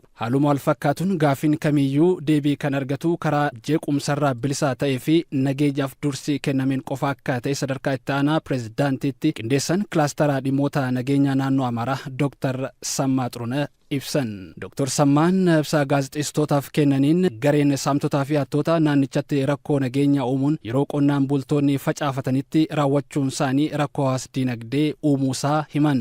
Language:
Oromo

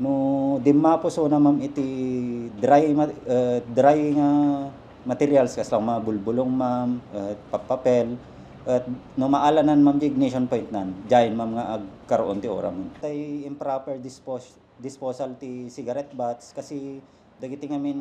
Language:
Iloko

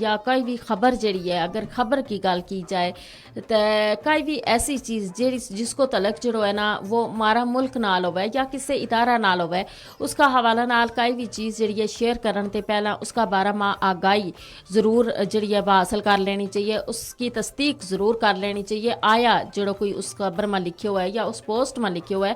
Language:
Gujari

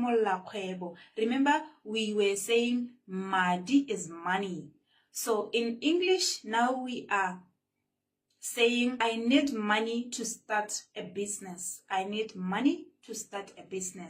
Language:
Tswana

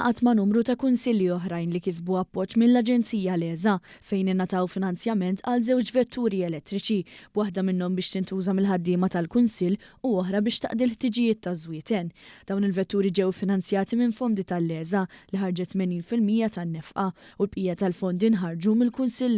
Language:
Maltese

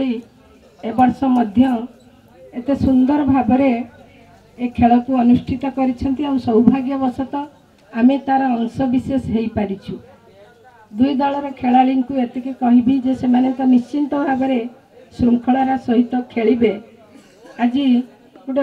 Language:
Odia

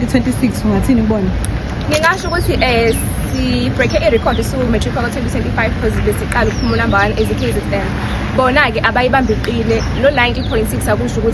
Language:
Zulu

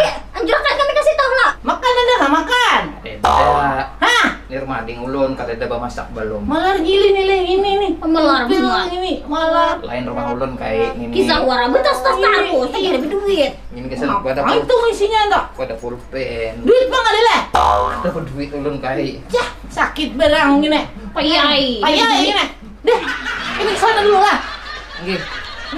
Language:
Banjar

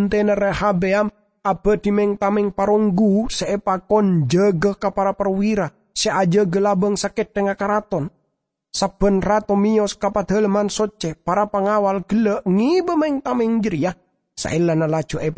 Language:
Madurese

